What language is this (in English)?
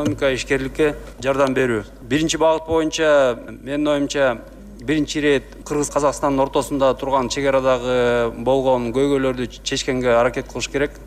Kyrgyz